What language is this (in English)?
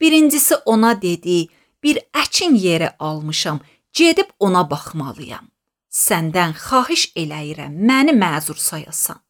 Azerbaijani